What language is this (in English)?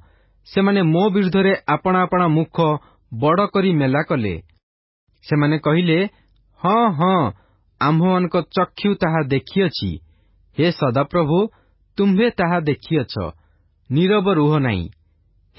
Odia